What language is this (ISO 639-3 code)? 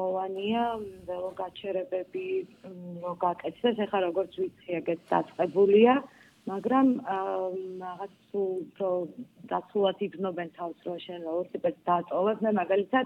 kat